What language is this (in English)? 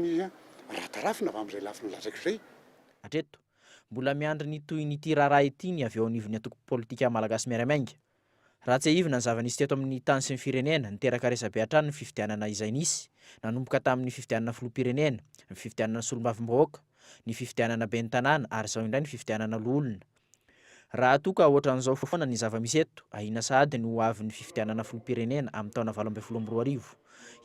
Malagasy